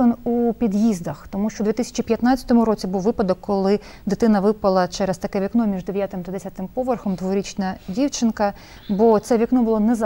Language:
Ukrainian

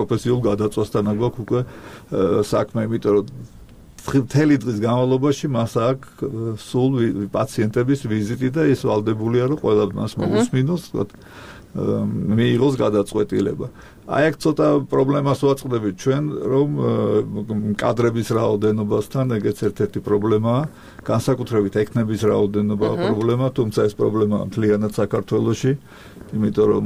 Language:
Georgian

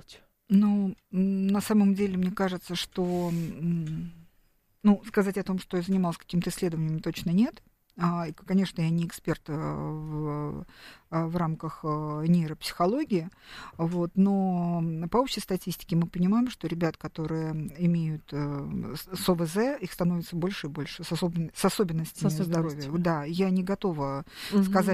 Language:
Russian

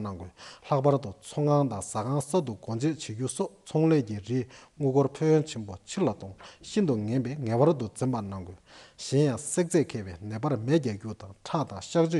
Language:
Tibetan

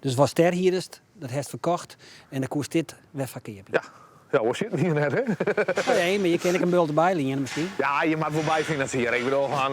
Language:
Western Frisian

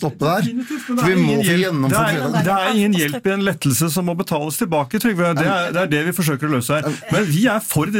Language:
Norwegian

